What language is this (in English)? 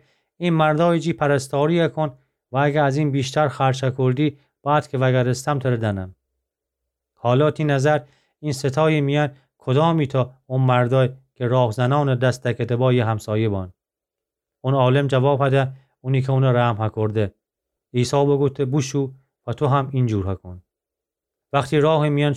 Gilaki